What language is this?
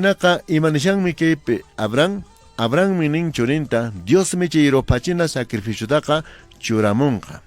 Quechua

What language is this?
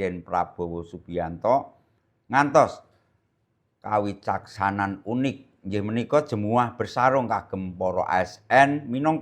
Javanese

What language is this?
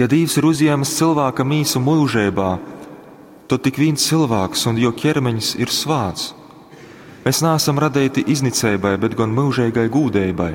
Latgalian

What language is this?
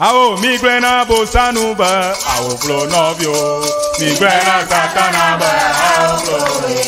Ewe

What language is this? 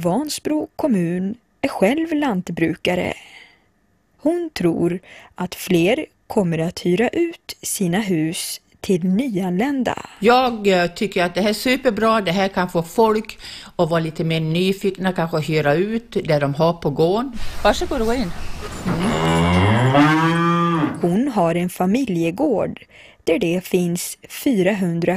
Swedish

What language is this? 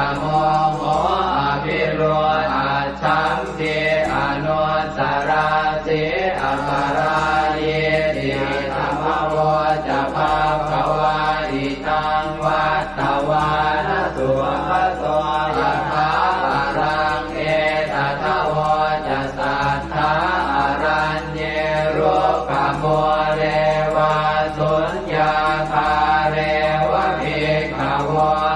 Pali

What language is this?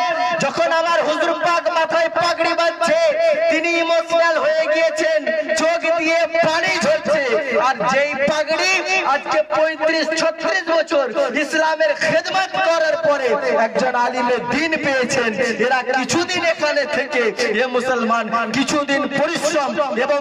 Bangla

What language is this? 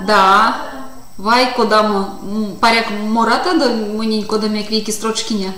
Erzya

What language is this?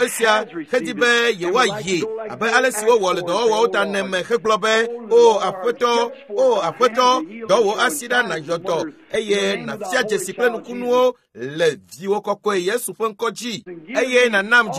Ewe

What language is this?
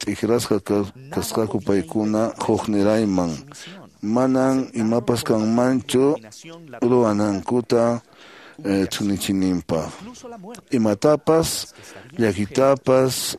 Quechua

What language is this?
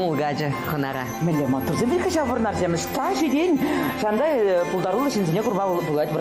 Chuvash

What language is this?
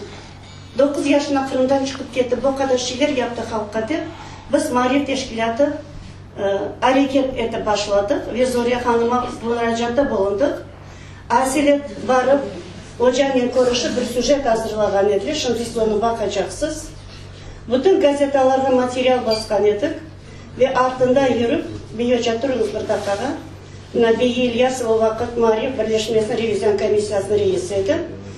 Crimean Tatar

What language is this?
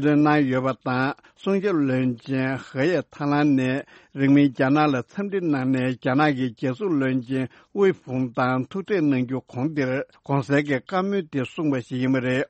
Tibetan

